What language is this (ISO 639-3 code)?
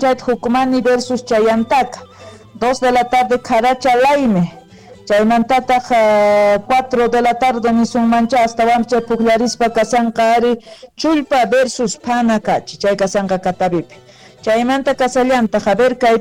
quh